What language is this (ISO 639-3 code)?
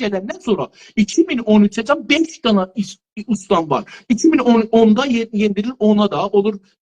azb